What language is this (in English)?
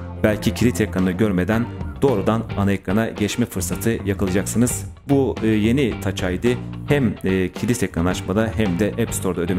Turkish